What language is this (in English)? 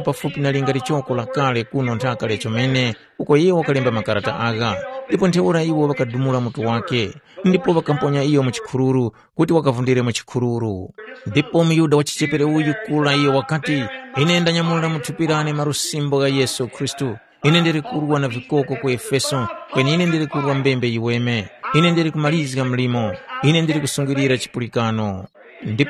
Tumbuka